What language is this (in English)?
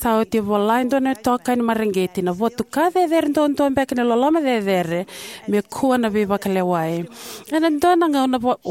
Fijian